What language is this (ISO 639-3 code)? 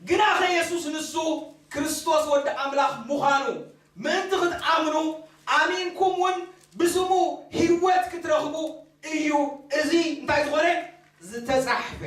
tir